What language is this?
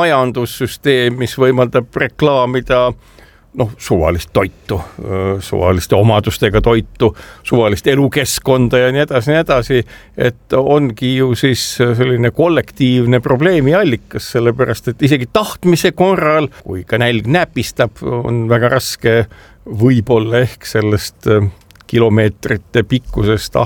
Estonian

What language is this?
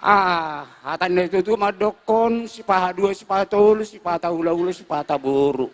Batak Toba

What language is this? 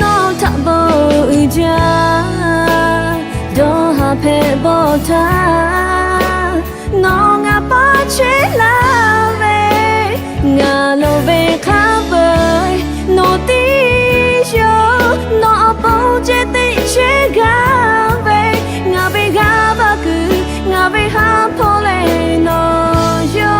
Lahu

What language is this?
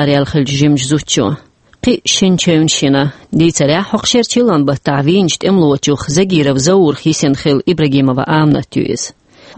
Chechen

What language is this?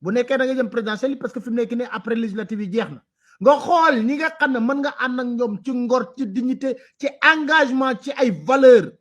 Wolof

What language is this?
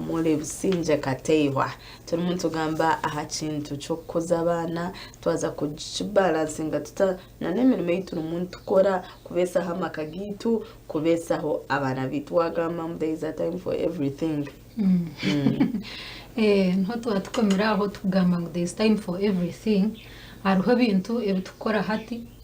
Nyankole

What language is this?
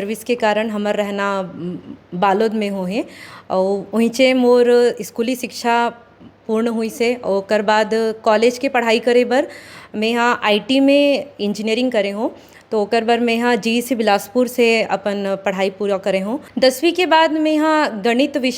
Chhattisgarhi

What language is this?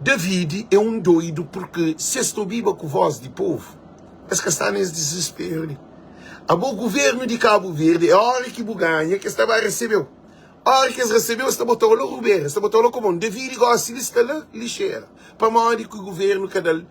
Kabuverdianu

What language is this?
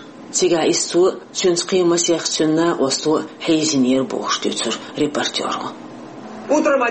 Chechen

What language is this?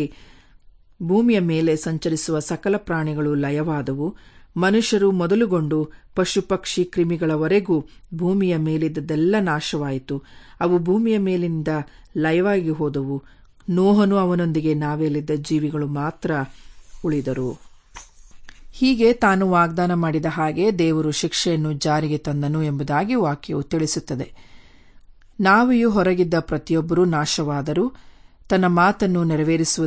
Kannada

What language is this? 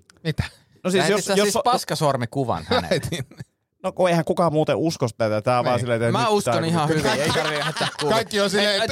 Finnish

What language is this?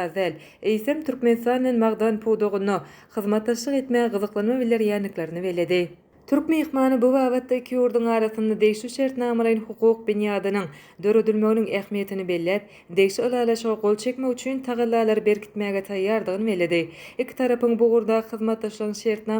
Turkmen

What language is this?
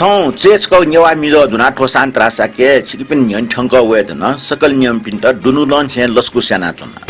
Newari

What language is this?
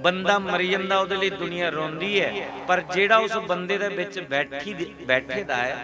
Dogri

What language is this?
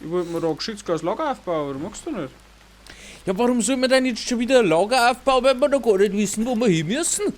Bavarian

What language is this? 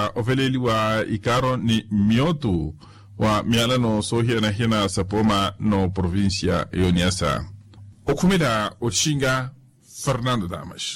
Makhuwa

